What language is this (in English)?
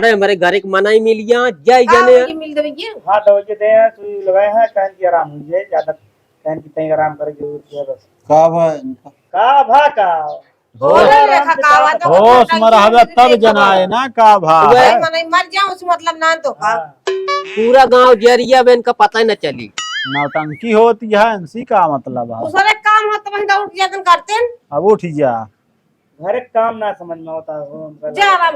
Awadhi